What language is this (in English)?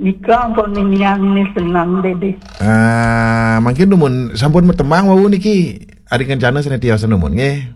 Balinese